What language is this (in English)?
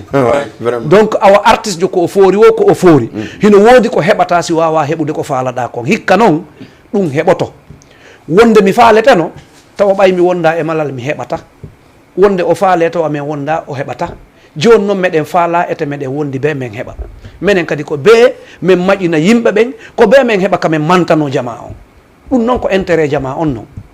Fula